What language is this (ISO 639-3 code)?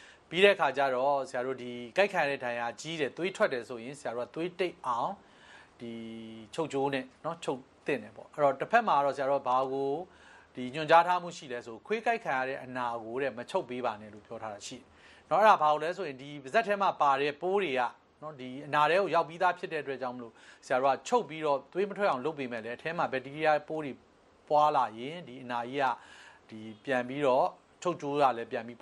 mya